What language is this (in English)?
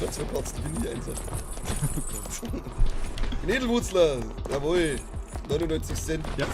Bavarian